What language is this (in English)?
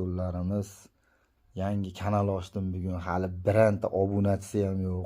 Uzbek